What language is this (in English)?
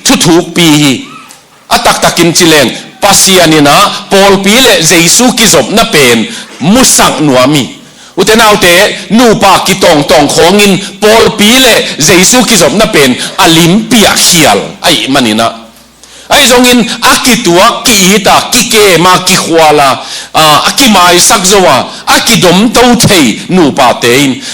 Tedim Chin